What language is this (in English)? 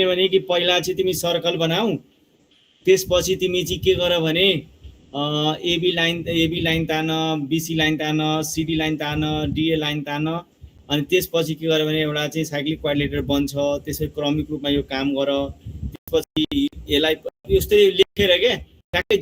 Nepali